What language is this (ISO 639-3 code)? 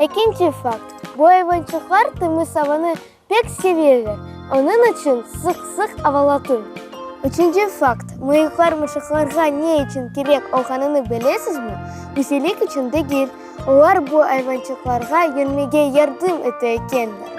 crh